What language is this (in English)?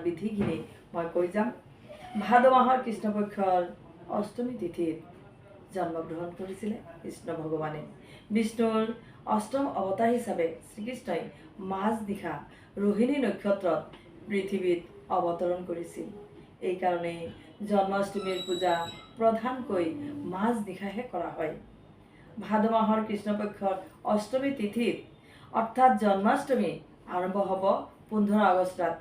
Assamese